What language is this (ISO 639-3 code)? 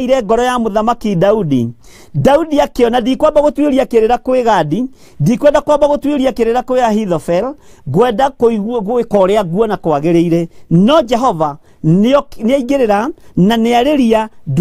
kik